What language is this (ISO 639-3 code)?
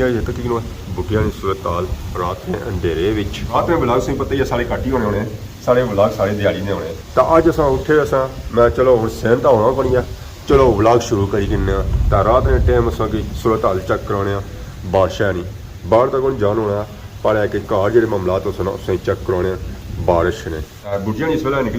phr